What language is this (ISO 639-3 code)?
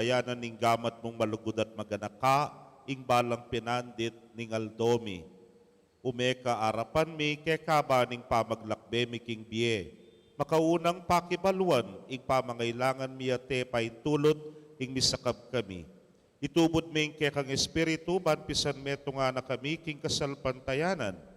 pam